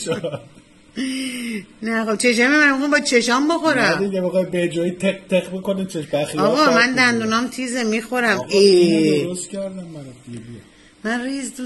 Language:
Persian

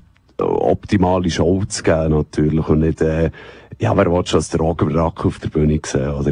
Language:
German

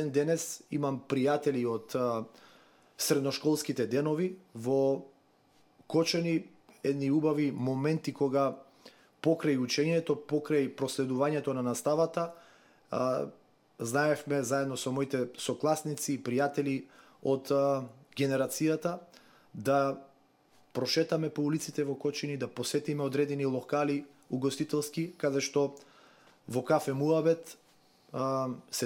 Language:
Macedonian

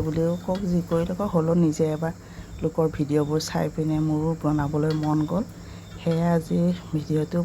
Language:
Assamese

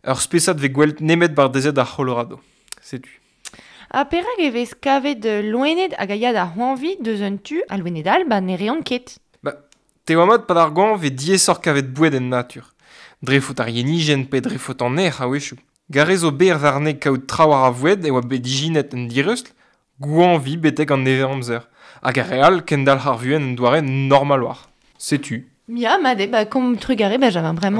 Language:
Breton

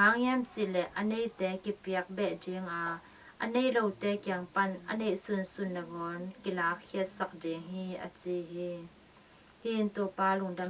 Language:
Tedim Chin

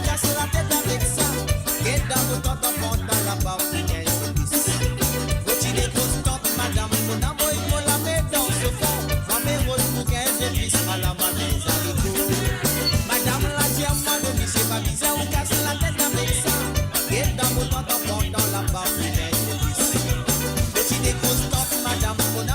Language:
Morisyen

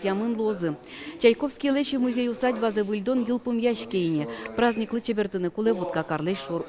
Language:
Udmurt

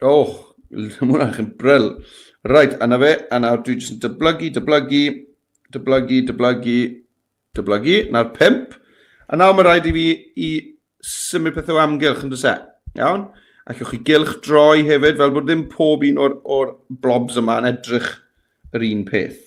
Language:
Welsh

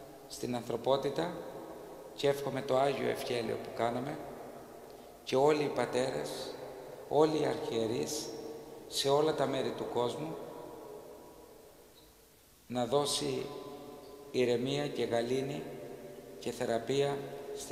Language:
Greek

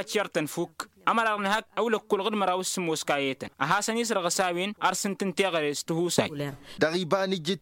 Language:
Tamasheq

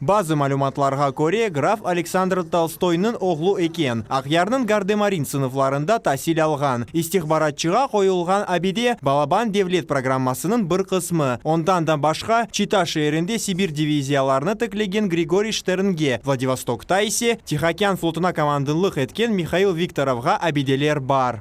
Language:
Crimean Tatar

